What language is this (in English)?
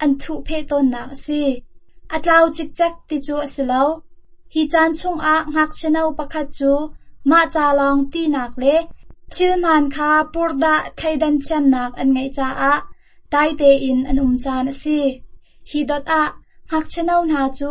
Hakha Chin